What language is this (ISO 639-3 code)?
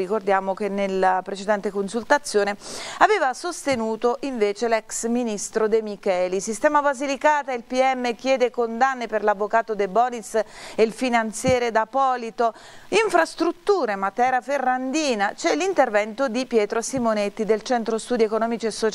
ita